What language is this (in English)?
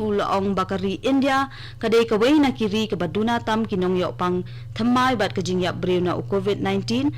Khasi